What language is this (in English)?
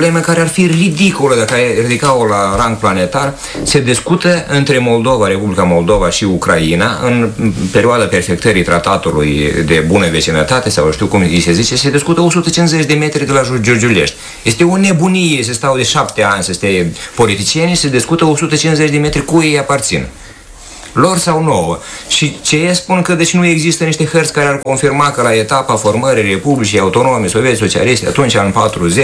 Romanian